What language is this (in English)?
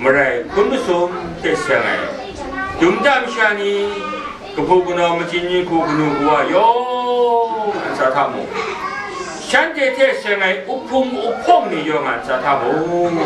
Kachin